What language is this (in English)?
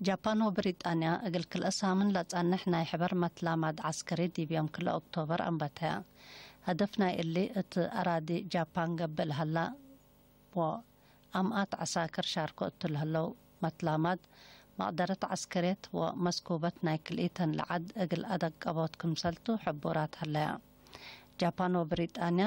Tigre